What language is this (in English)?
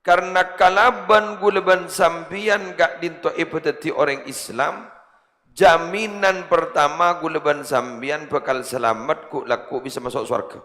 Madurese